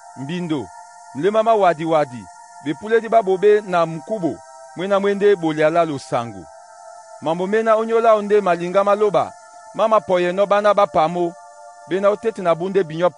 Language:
Duala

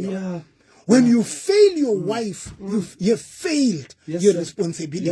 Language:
Southern Sotho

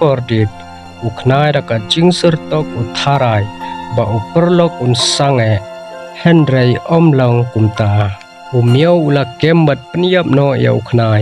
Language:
Khasi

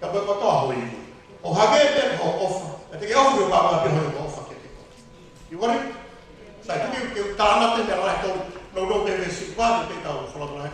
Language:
Tongan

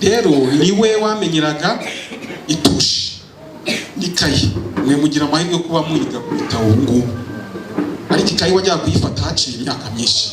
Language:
Kinyarwanda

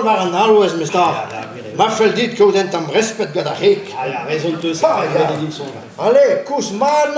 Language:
Breton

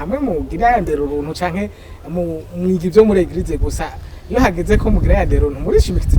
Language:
Rundi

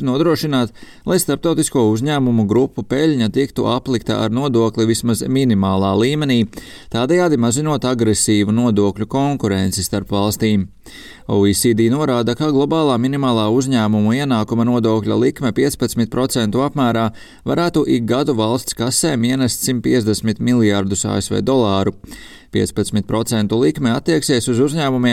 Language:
Latvian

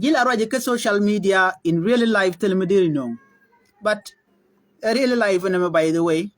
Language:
Nuer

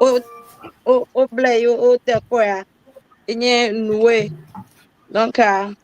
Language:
Ewe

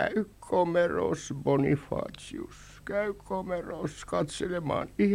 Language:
Finnish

